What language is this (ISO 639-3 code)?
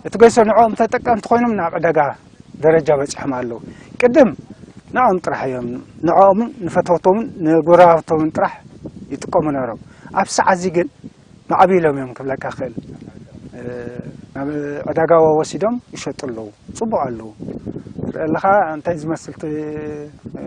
tir